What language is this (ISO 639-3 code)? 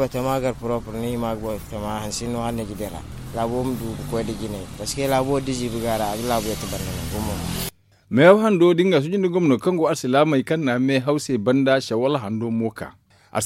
dje